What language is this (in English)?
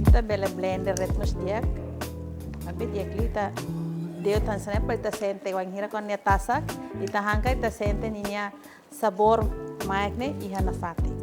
Tetum